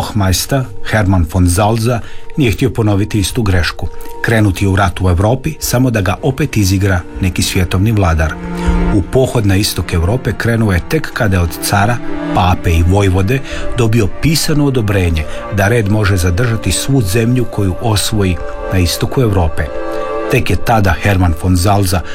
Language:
Croatian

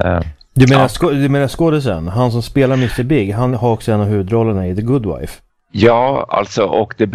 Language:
Swedish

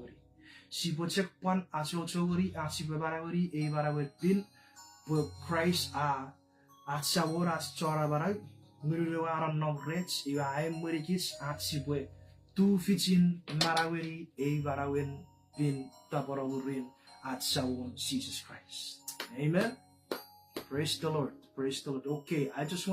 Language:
Chuukese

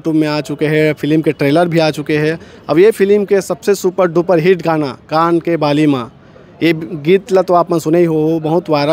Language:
Chhattisgarhi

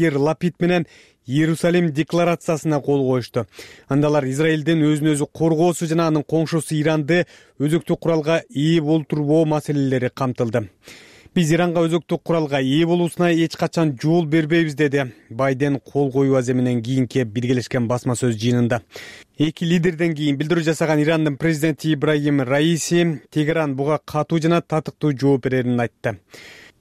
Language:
Kyrgyz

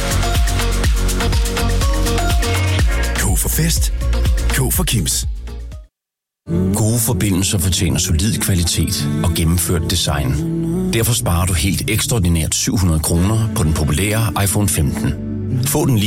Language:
Danish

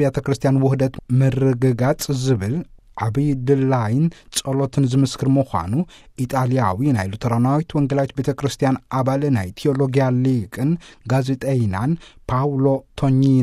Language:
Tigrinya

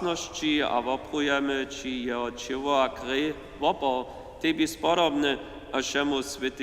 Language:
Upper Sorbian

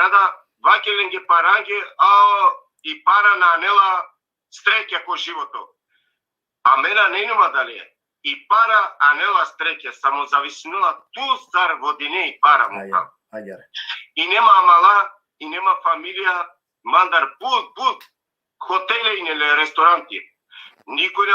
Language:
Balkan Romani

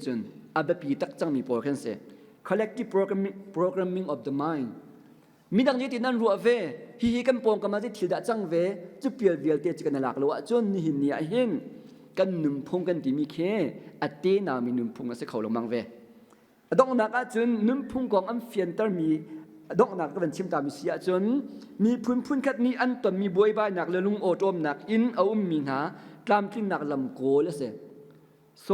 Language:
Hakha Chin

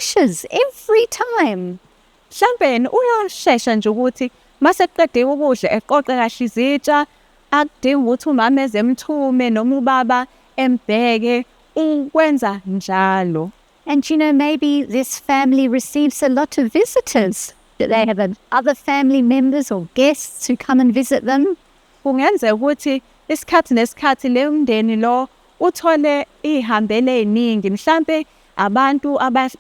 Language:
Zulu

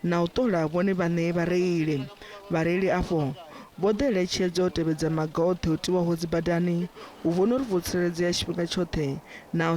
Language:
Venda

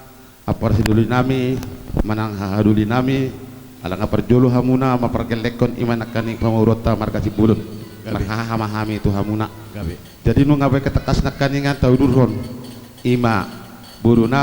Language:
Batak Toba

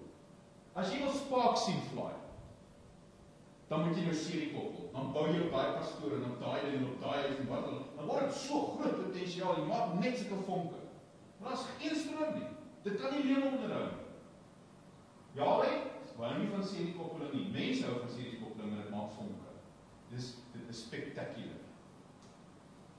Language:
Afrikaans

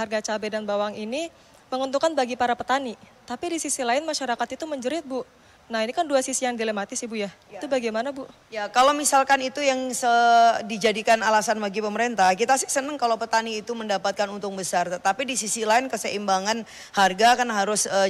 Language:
Indonesian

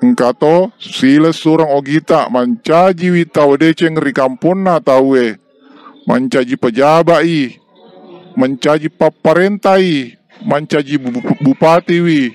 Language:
Buginese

